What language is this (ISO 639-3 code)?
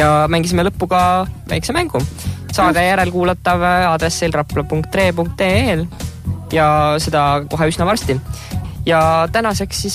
est